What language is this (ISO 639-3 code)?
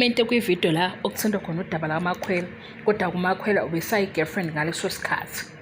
zul